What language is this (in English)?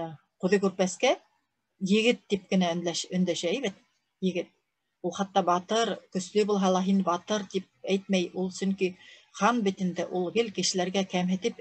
Bashkir